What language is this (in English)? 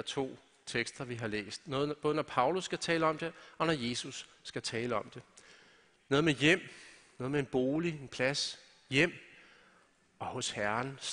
Danish